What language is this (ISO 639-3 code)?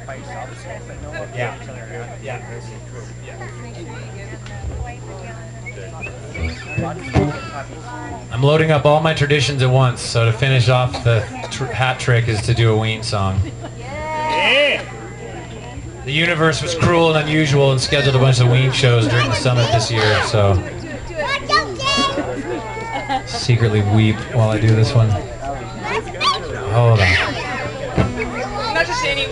eng